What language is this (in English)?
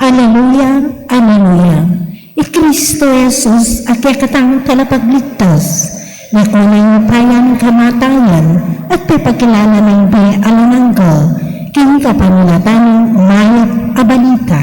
Pampanga